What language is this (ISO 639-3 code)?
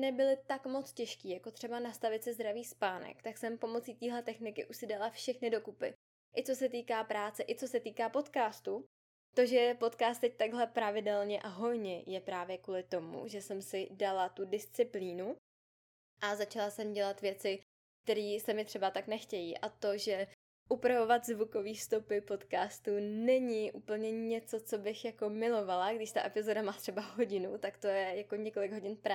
ces